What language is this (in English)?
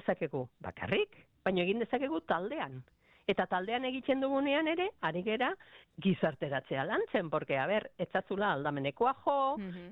Basque